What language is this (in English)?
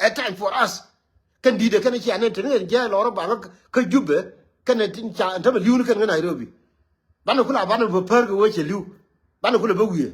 Nuer